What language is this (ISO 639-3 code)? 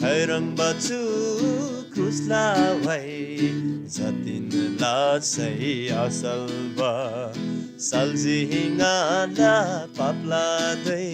taj